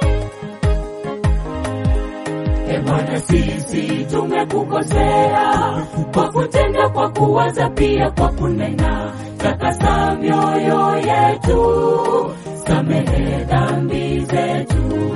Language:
Swahili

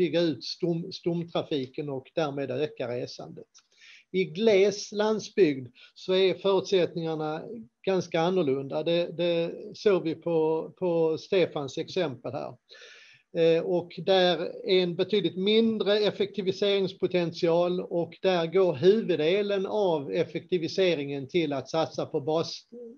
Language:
Swedish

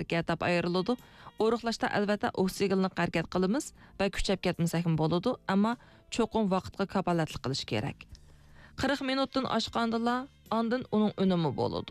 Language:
Uyghur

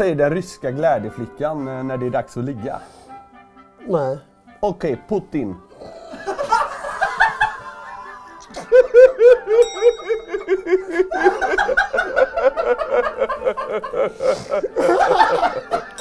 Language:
Swedish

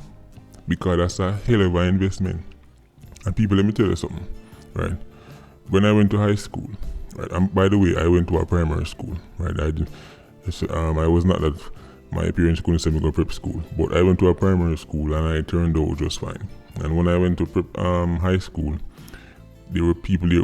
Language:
Jamaican Creole English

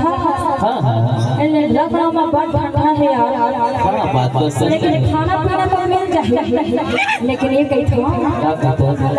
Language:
Chhattisgarhi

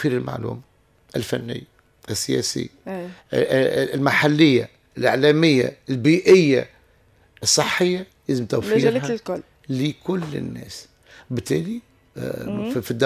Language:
Tunisian Arabic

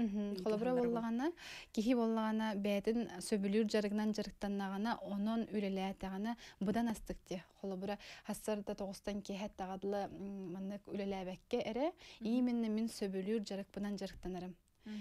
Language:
Yakut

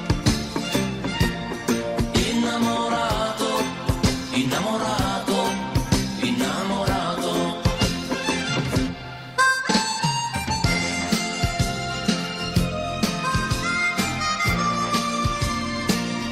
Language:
Italian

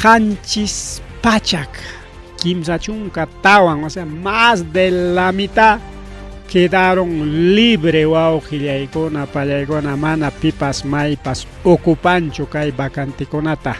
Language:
Ayacucho Quechua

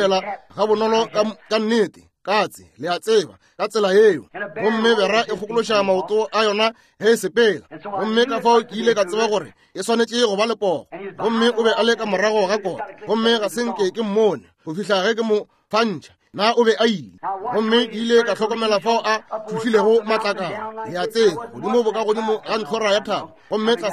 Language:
Northern Sotho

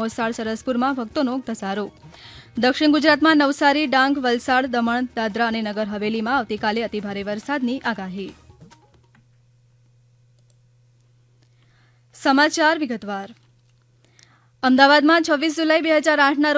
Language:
Gujarati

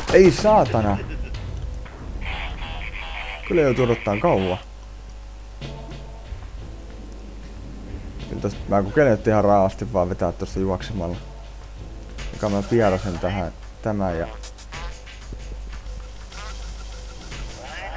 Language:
Finnish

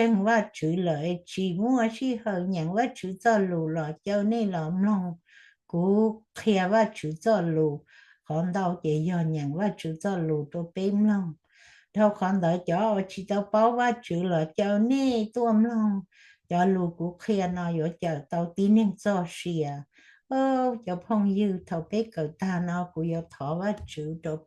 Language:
Hmong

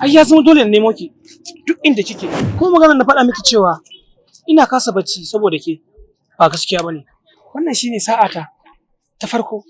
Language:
Hausa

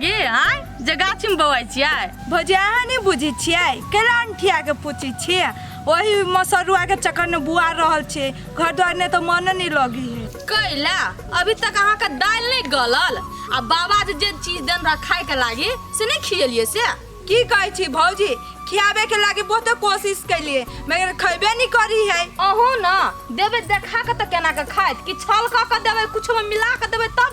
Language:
Maithili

